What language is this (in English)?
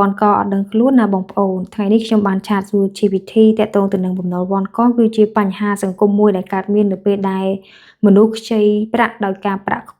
Khmer